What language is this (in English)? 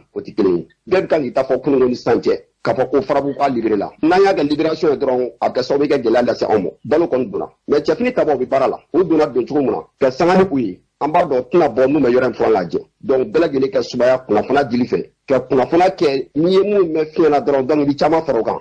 Bambara